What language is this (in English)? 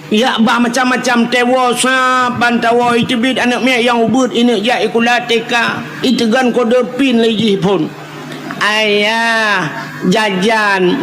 Achinese